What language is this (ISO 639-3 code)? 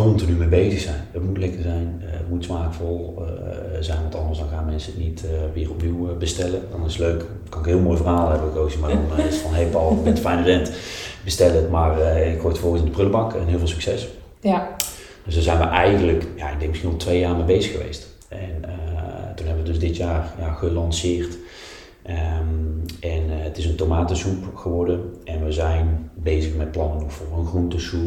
nld